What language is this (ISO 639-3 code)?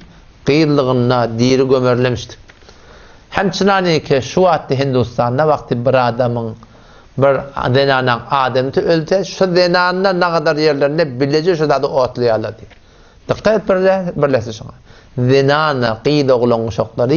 tuk